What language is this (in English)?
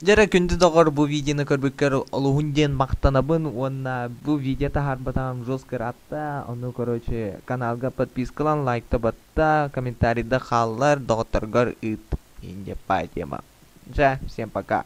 Yakut